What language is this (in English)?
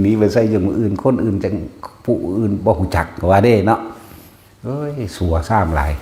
Northeastern Thai